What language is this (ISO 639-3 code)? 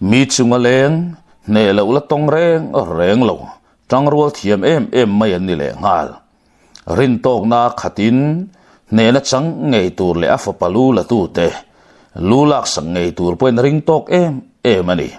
lus